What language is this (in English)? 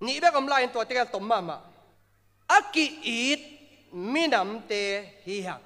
Tedim Chin